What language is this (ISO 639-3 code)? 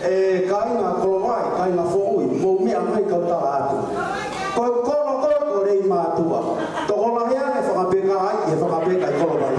ton